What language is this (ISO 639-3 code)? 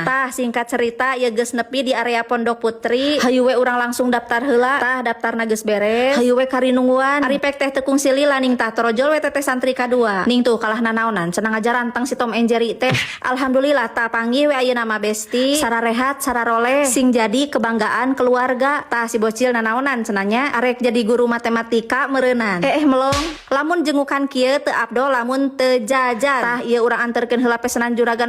sun